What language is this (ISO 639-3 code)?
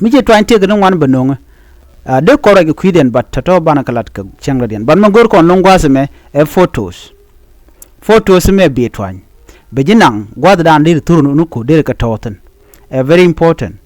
nus